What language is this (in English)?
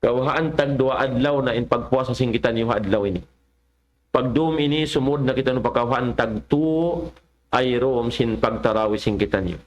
Tausug